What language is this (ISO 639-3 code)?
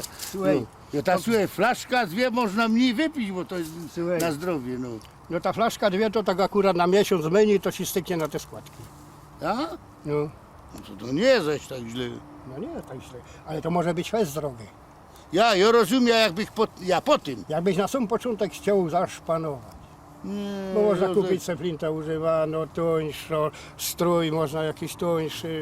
szl